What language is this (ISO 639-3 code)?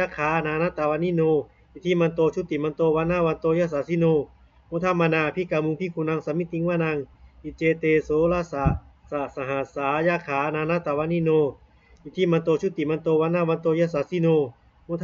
pli